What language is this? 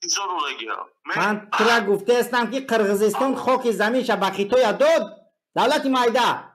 Tajik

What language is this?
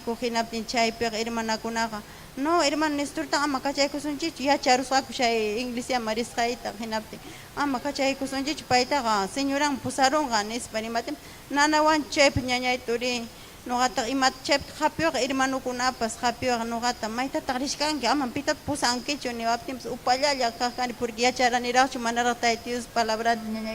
Ayacucho Quechua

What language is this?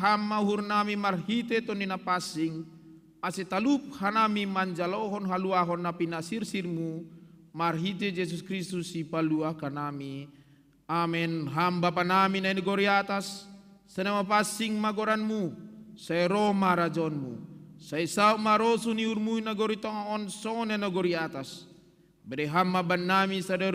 Batak Simalungun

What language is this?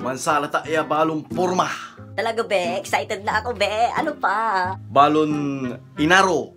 Pangasinan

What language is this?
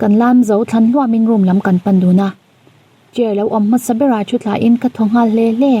Mizo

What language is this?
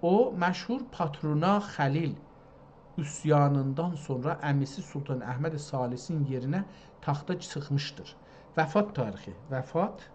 South Azerbaijani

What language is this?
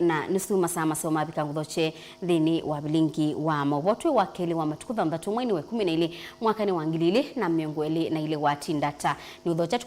Kamba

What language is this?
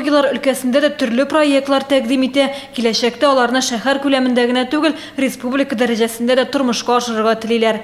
Tatar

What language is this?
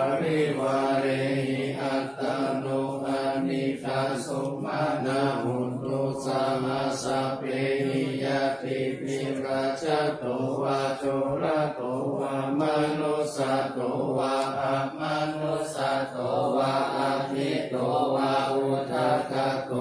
Pali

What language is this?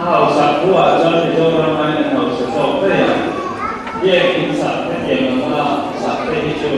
Mizo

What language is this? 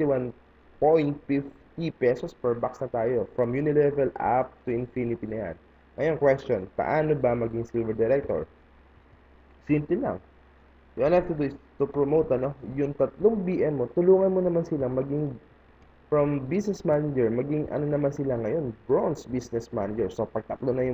Filipino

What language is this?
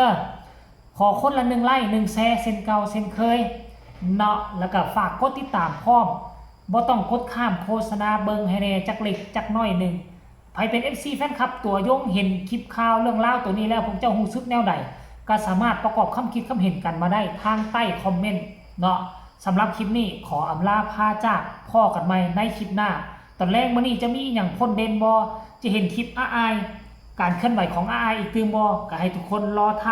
Northeastern Thai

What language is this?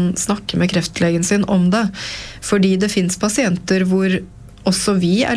Norwegian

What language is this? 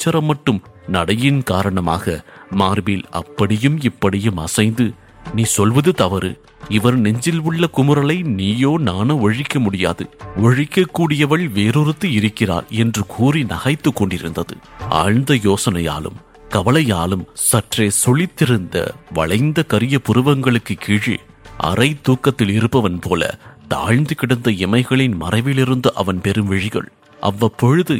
Tamil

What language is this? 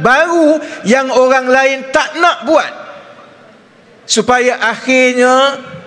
Malay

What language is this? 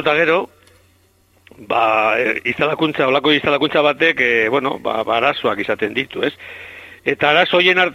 Basque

